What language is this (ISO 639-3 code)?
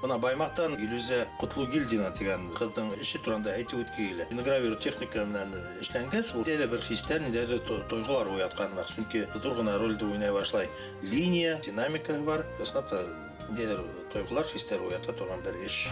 bak